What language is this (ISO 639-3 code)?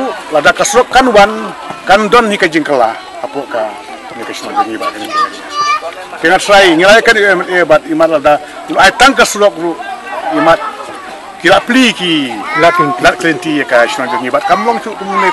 kha